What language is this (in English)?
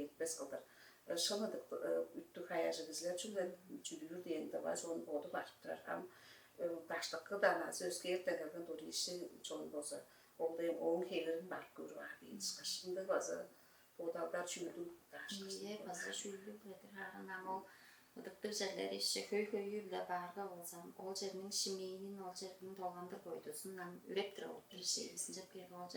Tuvinian